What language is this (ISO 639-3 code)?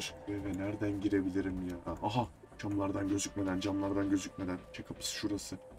tur